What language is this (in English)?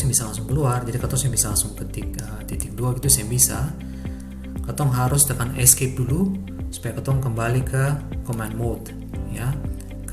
Ambonese Malay